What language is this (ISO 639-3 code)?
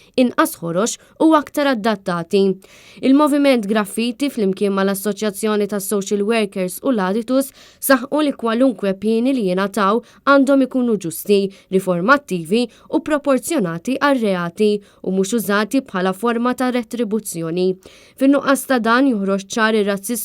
mlt